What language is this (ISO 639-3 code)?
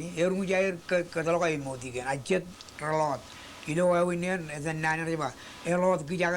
mah